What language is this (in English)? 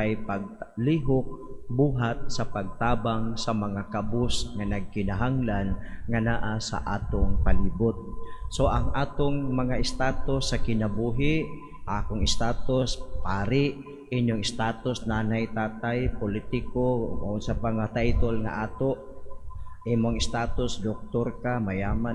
Cebuano